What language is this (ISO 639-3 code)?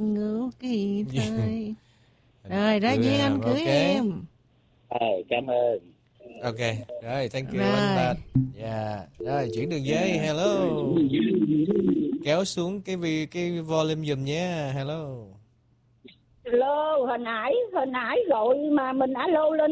vie